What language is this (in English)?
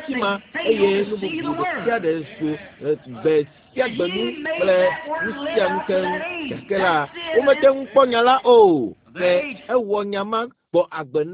Ewe